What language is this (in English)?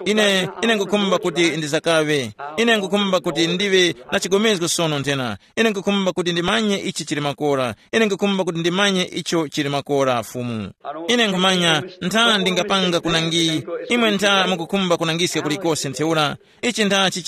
Tumbuka